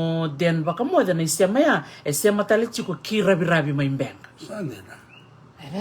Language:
Fijian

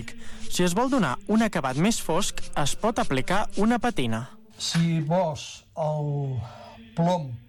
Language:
Catalan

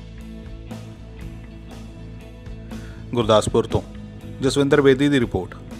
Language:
Punjabi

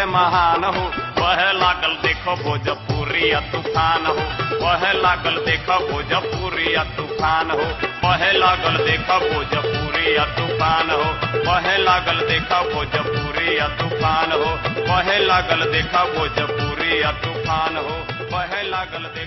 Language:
Bhojpuri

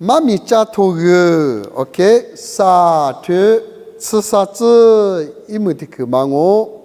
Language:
Lisu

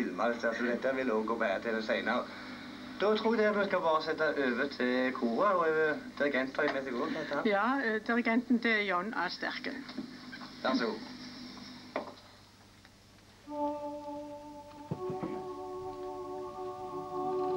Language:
Norwegian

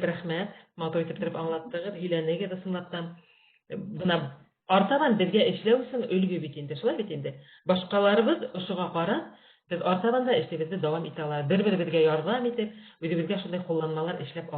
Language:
Bashkir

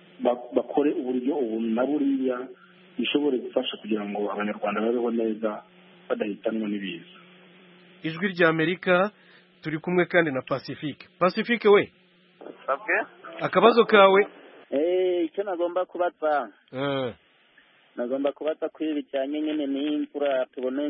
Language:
Kinyarwanda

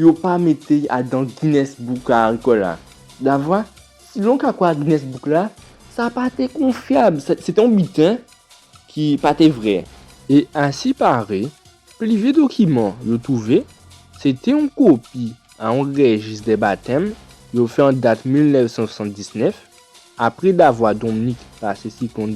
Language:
Guadeloupean Creole French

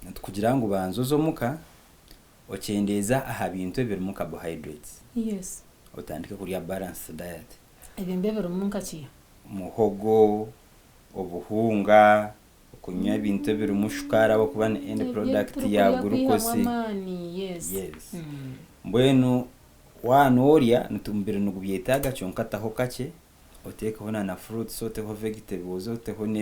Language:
Nyankole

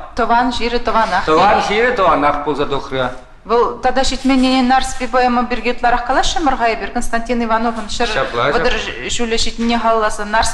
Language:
Chuvash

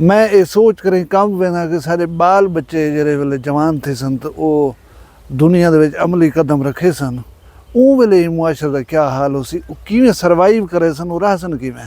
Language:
Saraiki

